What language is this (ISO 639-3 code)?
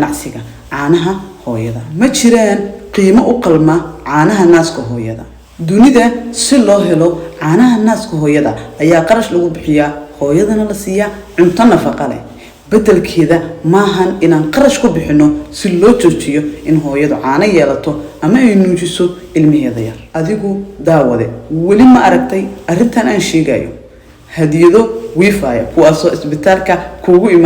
som